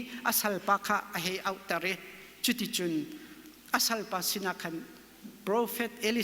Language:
Hakha Chin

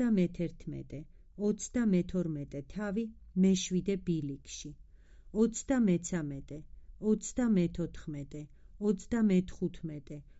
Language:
Georgian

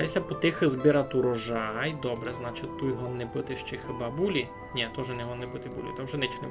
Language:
Rusyn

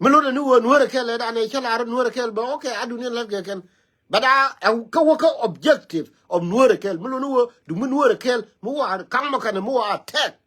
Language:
Nuer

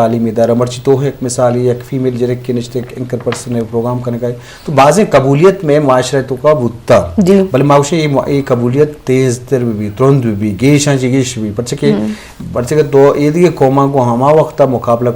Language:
Eastern Balochi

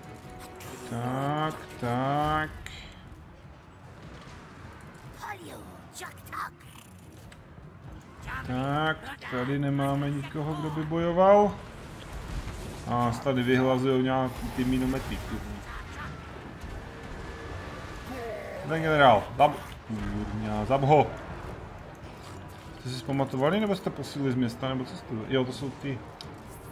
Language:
Czech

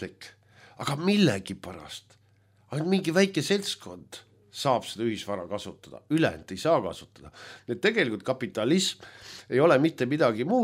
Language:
Estonian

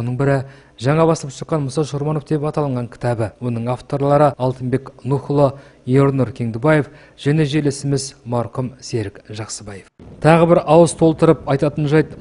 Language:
Kazakh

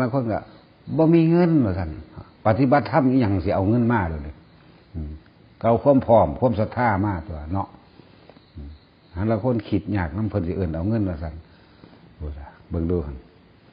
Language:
Northeastern Thai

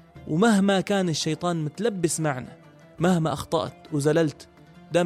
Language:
North Levantine Arabic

